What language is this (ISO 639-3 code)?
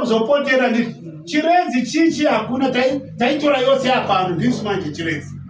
sna